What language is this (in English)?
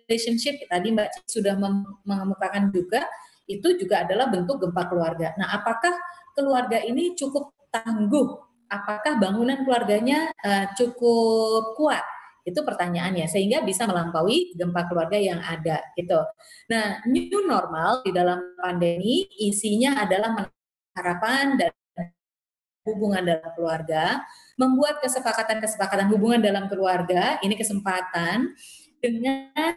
Indonesian